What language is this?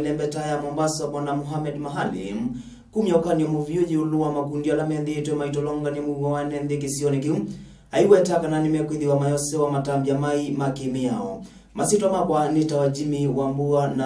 Kamba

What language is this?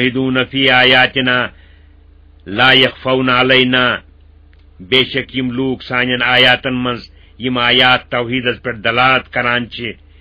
Kashmiri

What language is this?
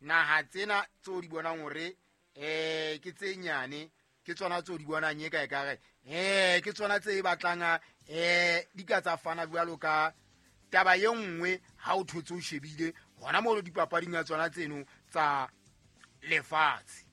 Southern Sotho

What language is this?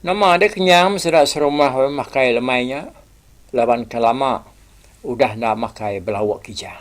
Iban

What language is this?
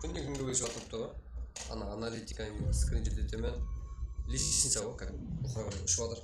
Kara-Kalpak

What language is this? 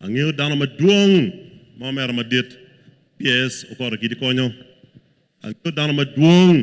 Acoli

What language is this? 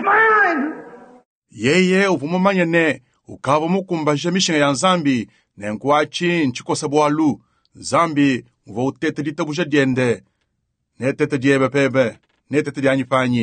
Luba-Lulua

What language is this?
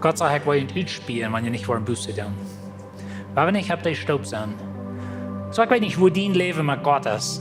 Plautdietsch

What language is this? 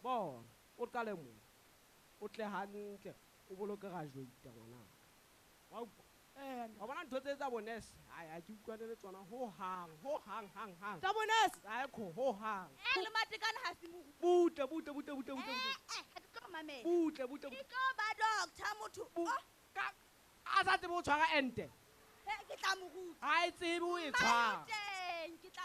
Southern Sotho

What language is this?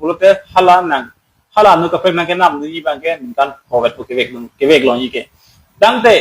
Karbi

